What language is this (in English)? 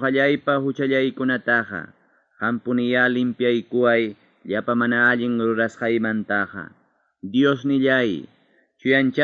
Ayacucho Quechua